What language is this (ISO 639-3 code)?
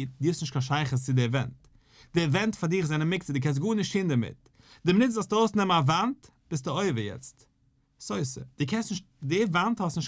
yid